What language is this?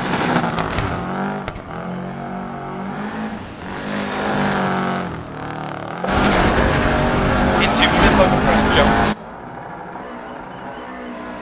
English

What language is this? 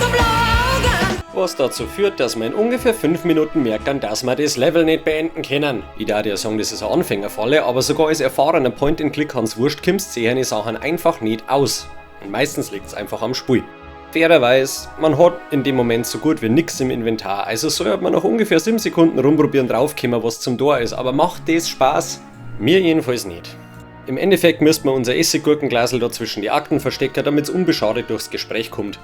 Bavarian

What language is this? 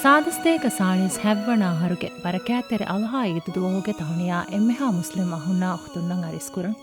Divehi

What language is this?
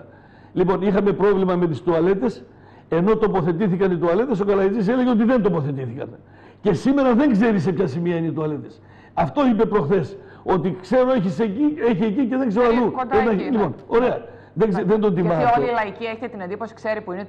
Greek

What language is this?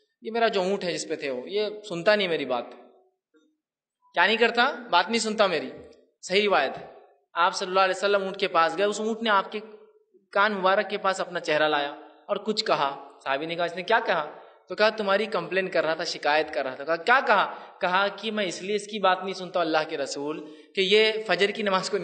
Urdu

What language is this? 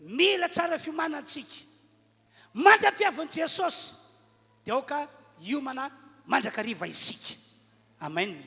Malagasy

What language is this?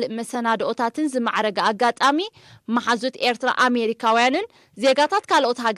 Tigrinya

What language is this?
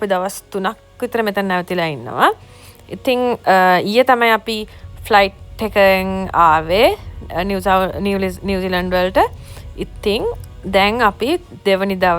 Sinhala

